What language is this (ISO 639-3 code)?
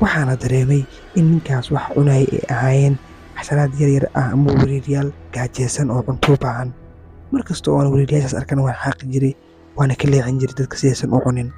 som